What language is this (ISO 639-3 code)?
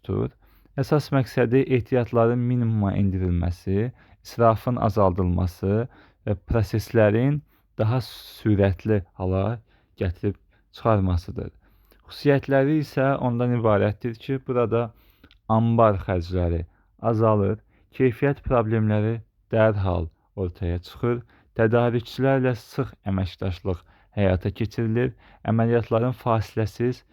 aze